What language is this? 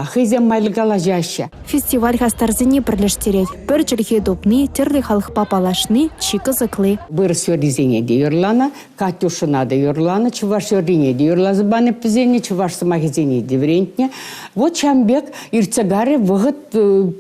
Chuvash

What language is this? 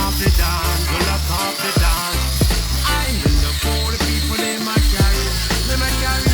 Jamaican Creole English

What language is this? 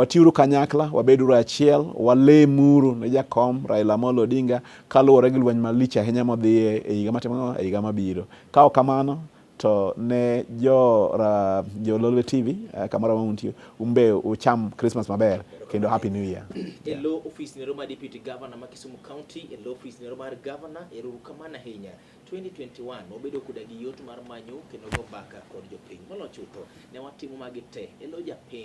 Luo (Kenya and Tanzania)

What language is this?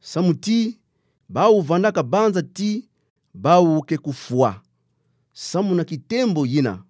Kituba (Democratic Republic of Congo)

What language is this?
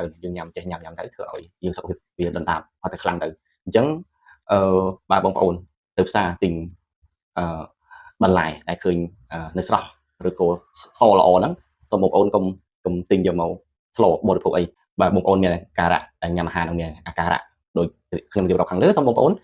Khmer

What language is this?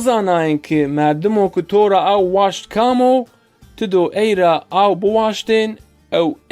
Zaza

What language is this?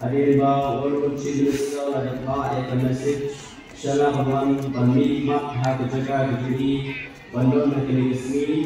Khasi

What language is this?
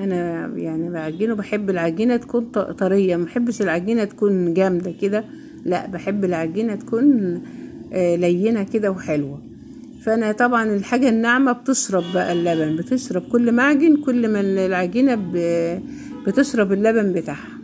Egyptian Arabic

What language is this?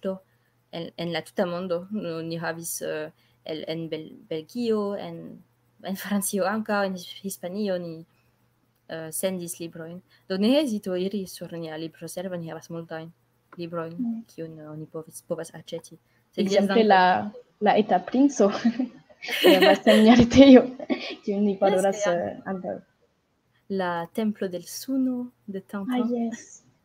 Esperanto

